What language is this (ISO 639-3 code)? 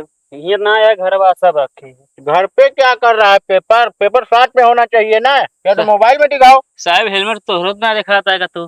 awa